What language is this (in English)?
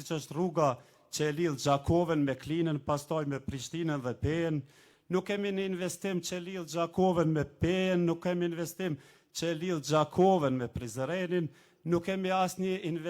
Albanian